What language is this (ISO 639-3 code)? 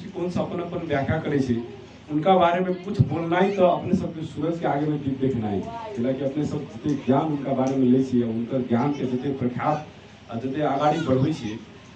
mag